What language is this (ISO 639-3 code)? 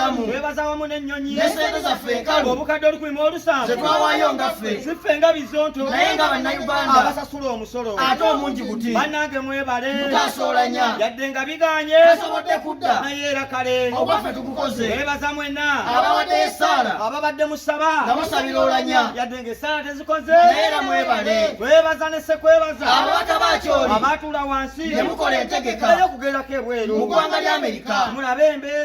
lug